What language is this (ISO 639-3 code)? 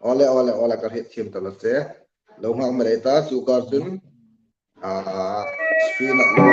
hmr